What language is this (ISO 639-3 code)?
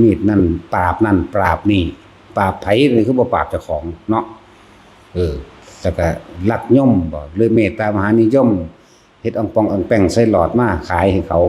tts